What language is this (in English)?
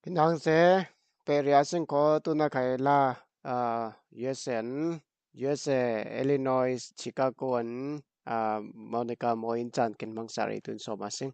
Falam Chin